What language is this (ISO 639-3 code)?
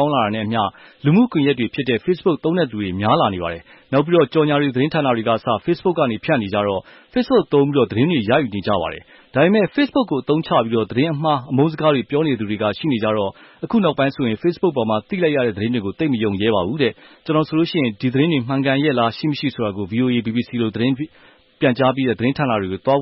mya